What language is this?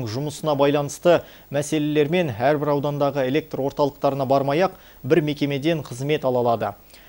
Kazakh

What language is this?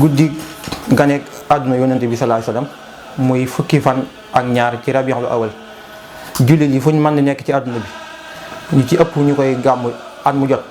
Wolof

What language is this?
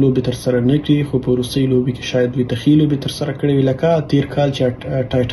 Pashto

